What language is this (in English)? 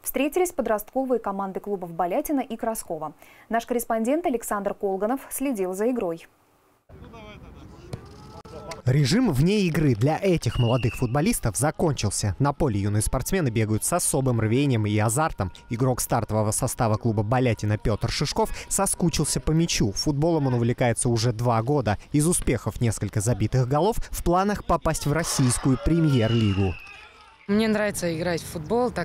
Russian